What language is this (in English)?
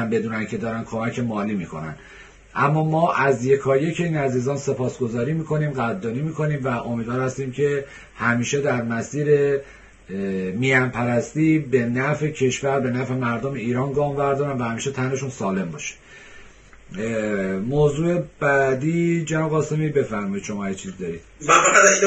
Persian